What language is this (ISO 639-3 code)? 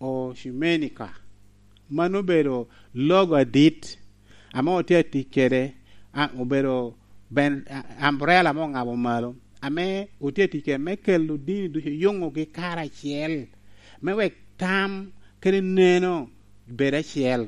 laj